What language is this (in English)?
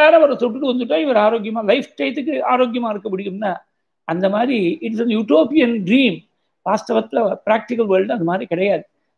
Tamil